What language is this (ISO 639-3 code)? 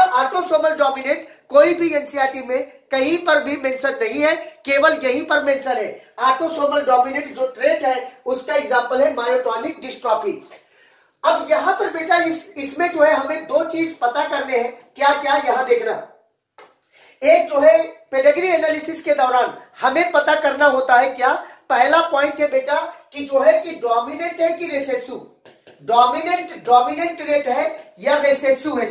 hin